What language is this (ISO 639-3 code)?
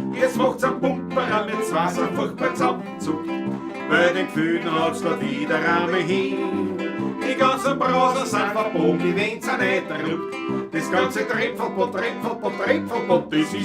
bar